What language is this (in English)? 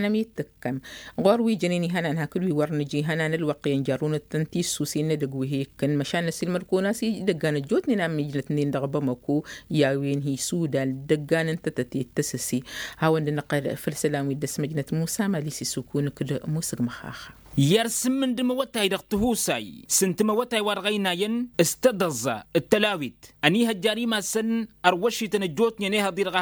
Tamasheq